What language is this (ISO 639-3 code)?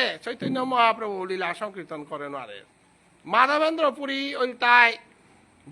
bpy